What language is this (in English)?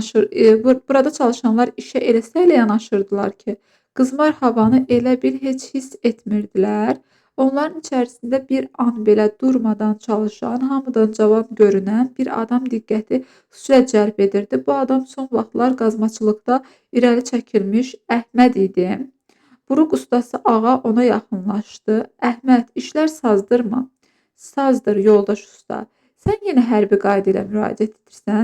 Azerbaijani